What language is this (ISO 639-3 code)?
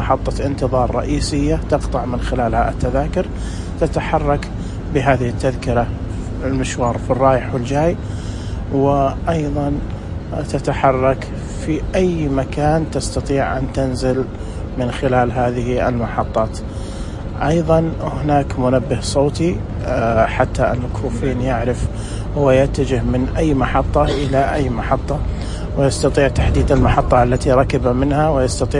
ars